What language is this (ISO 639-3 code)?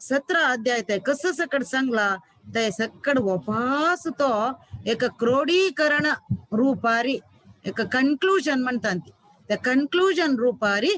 kok